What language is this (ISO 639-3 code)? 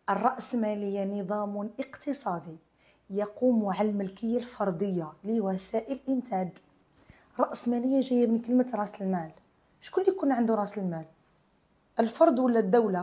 arq